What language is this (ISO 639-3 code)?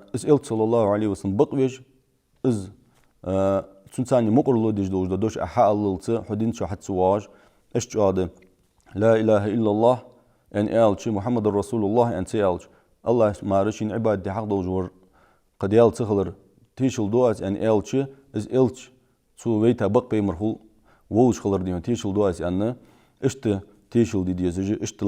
inh